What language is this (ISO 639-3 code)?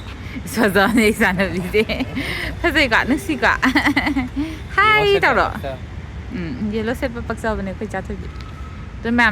mni